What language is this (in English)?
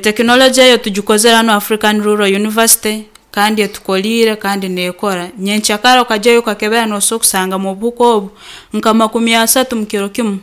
Nyankole